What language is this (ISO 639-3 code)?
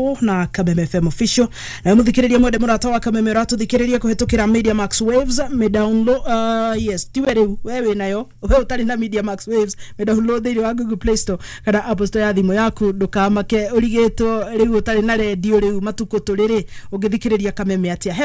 kik